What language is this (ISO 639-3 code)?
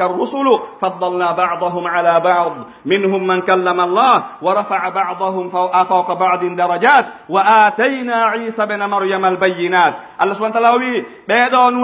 fuf